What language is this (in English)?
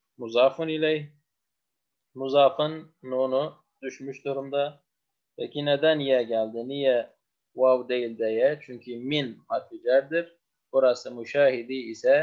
Turkish